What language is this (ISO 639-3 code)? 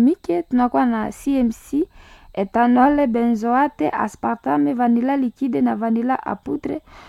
swa